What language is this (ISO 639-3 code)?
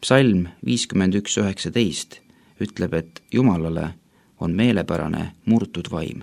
est